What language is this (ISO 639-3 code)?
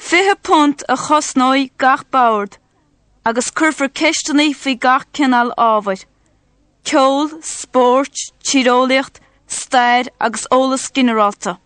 gle